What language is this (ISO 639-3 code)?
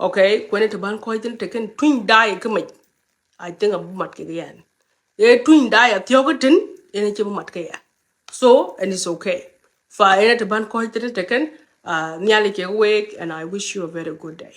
nus